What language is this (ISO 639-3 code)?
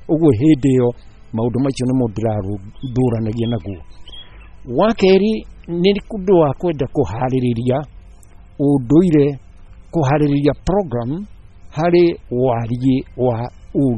kik